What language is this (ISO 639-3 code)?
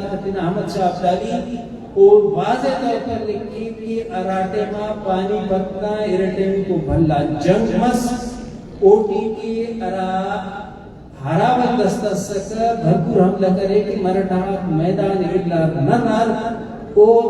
brh